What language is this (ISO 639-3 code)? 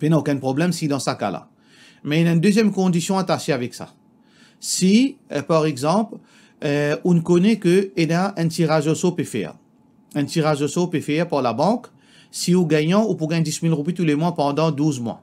mfe